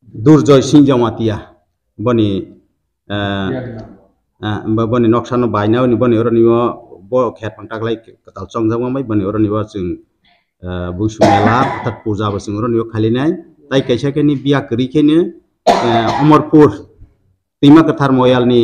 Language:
Kok Borok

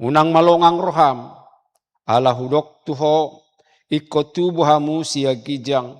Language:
Batak Toba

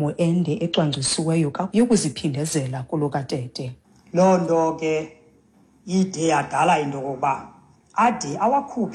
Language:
Xhosa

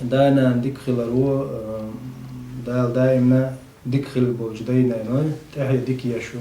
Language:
Chechen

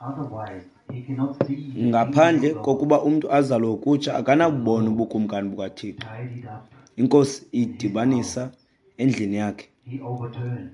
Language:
Xhosa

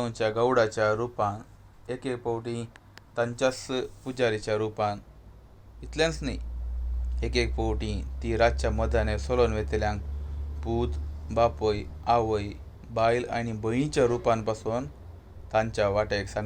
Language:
Konkani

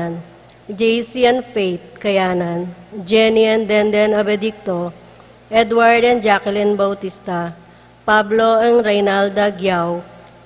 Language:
Pampanga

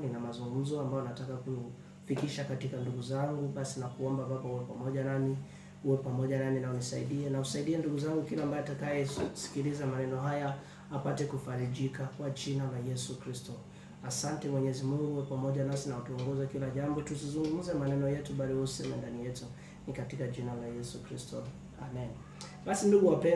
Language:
Swahili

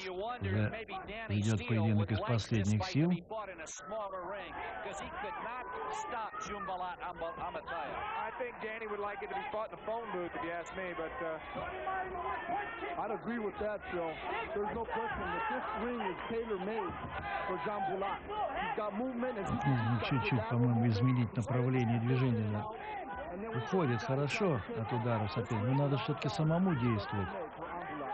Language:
Russian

